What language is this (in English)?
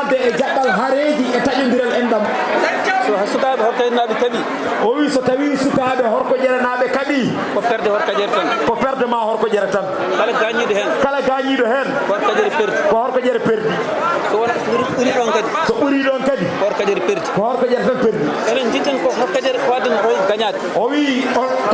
Fula